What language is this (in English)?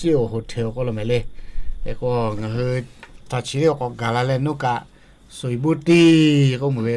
Lahu